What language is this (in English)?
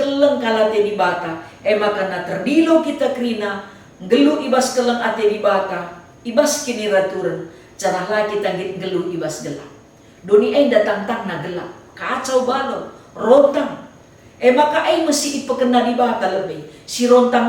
Batak Karo